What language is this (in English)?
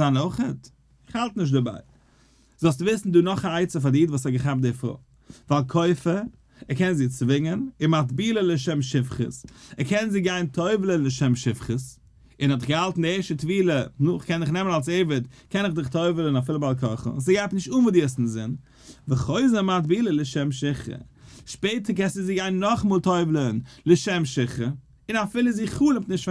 Yiddish